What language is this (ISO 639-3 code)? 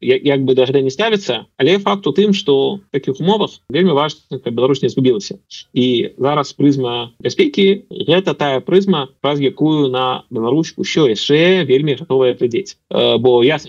bel